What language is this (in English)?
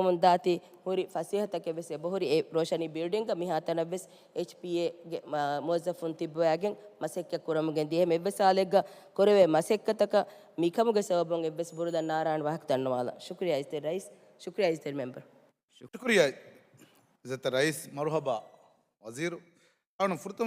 Divehi